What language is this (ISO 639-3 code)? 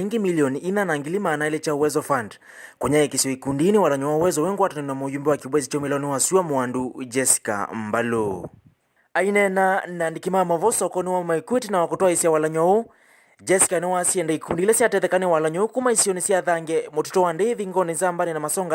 kam